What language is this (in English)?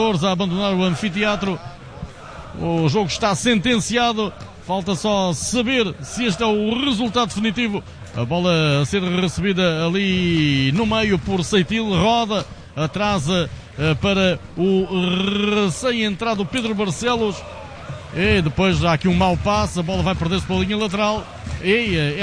Portuguese